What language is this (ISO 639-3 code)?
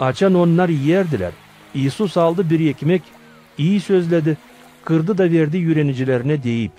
gag